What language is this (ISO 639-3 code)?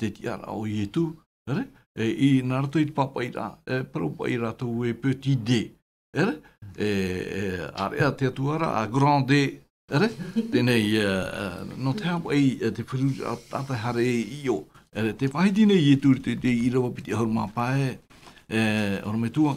tah